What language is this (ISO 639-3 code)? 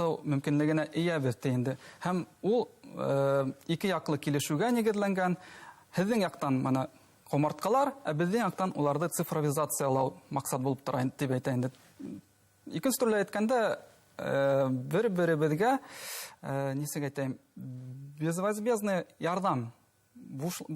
bak